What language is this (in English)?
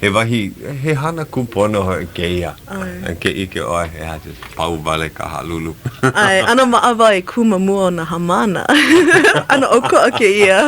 Hawaiian